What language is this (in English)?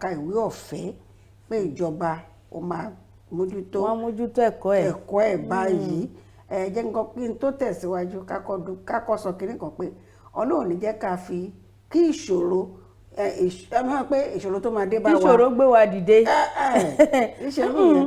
Yoruba